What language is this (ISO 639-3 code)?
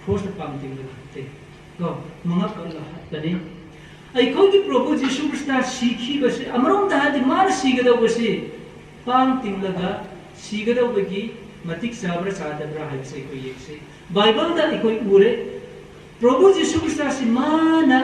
mni